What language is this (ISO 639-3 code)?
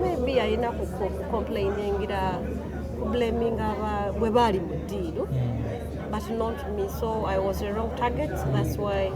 lug